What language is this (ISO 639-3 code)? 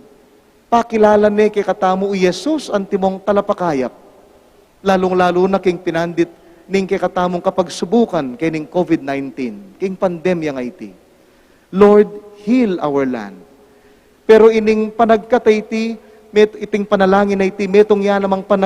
pam